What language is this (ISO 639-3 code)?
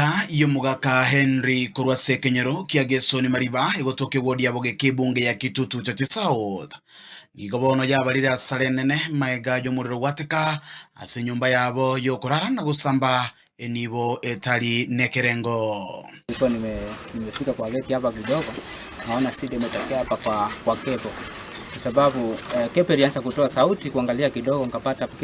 guz